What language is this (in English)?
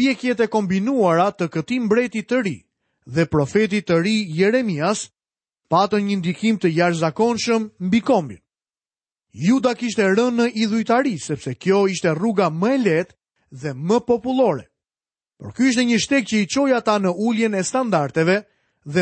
Albanian